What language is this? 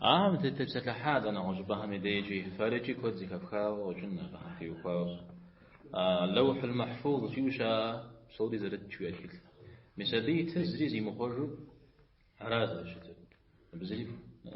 Kabardian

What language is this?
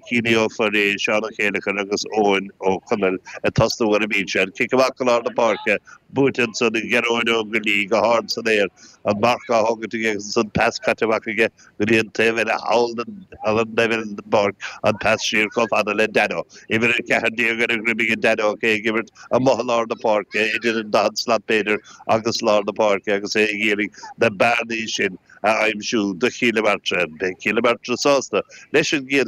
Irish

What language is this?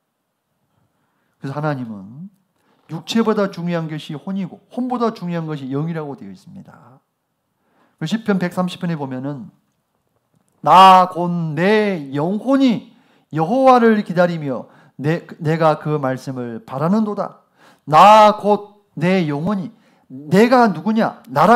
Korean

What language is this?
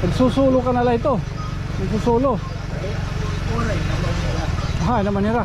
Waray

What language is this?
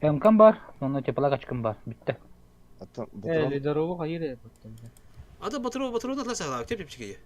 Yakut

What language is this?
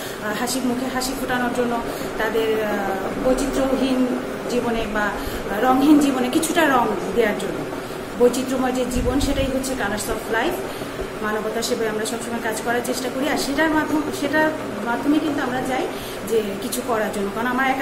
Bangla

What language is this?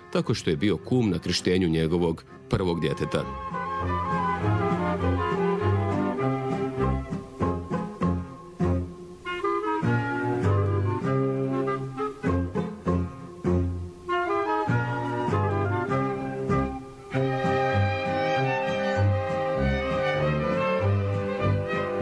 Croatian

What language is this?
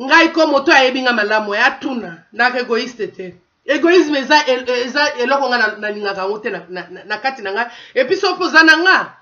Lingala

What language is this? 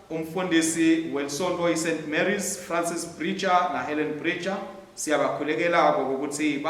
Swati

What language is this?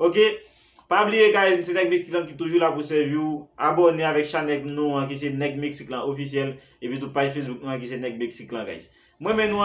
Haitian Creole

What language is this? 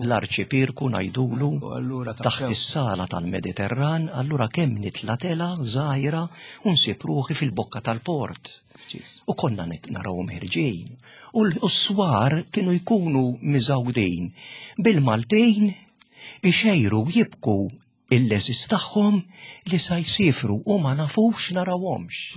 Maltese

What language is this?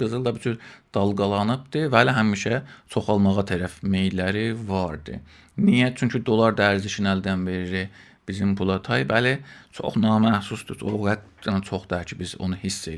South Azerbaijani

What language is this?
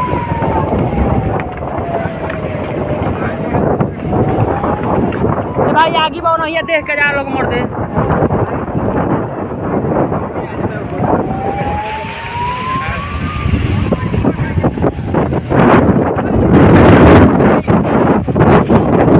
Bhojpuri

